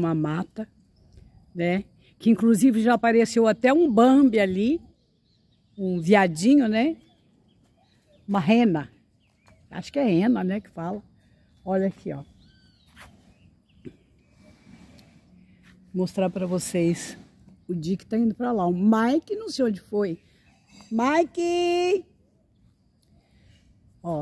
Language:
Portuguese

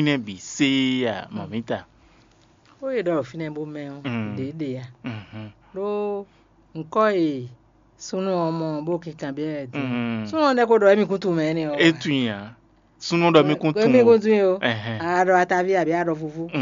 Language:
Fon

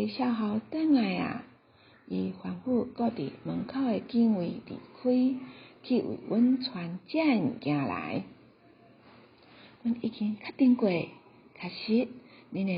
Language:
Min Nan Chinese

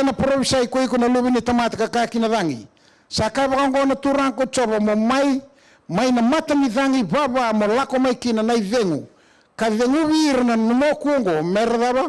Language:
Fijian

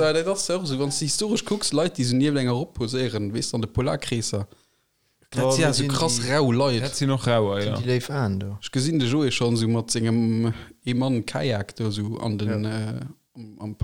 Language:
Luxembourgish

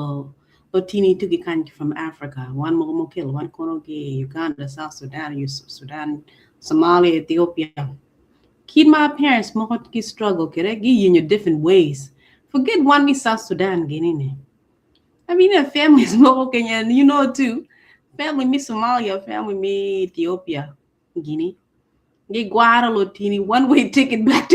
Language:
Acoli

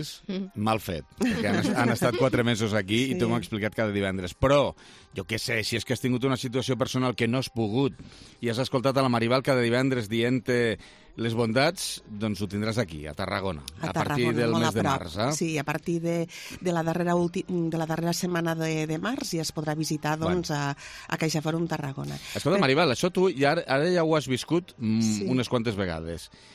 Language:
Catalan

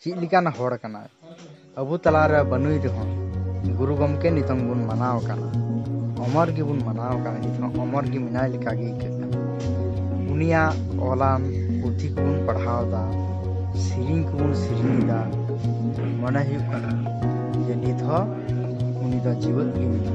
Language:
Santali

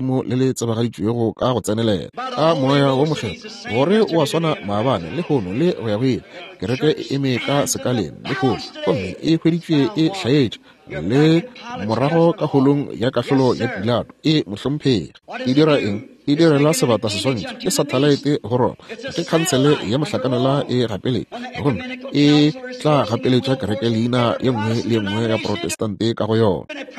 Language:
Northern Sotho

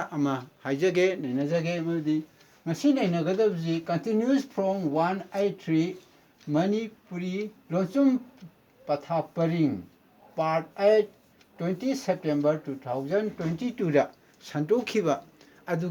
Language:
Manipuri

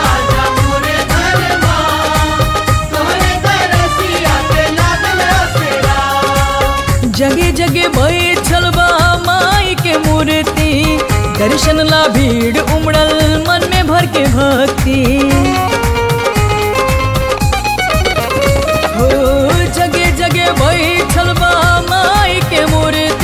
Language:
Bhojpuri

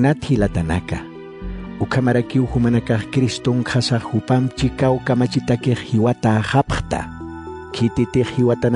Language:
Aymara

